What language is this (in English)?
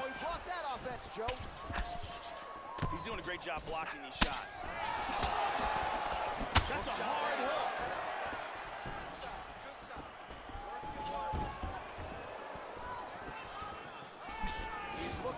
English